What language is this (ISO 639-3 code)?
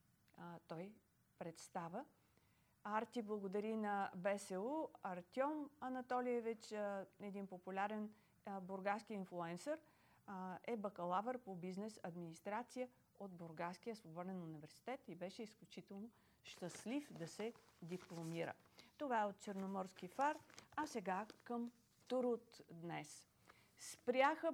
bul